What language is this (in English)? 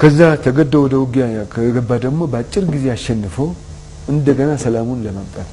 Amharic